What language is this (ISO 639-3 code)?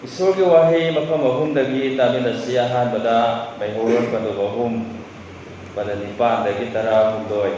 mni